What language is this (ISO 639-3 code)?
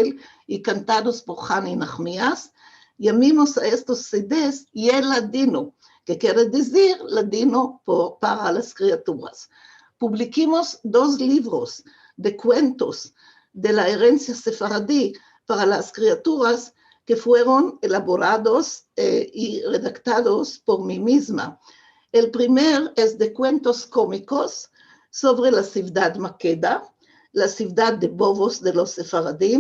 lad